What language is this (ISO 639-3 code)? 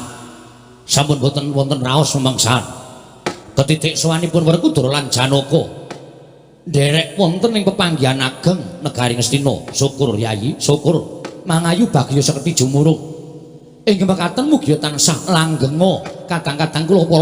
jav